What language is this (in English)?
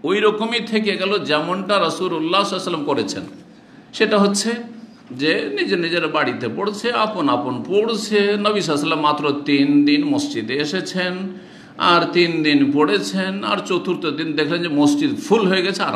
Bangla